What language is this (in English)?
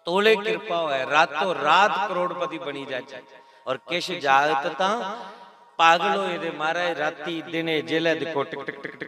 Dogri